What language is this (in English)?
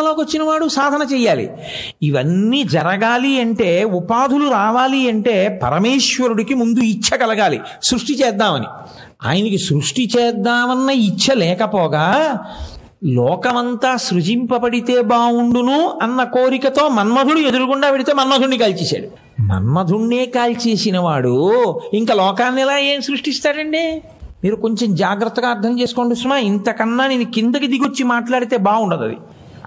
Telugu